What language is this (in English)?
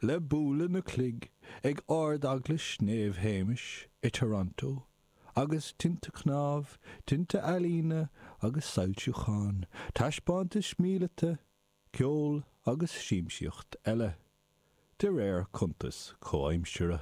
Irish